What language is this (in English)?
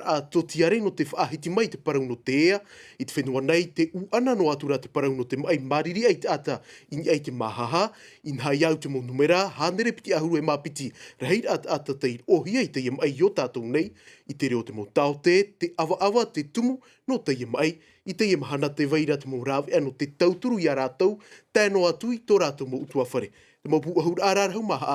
Tahitian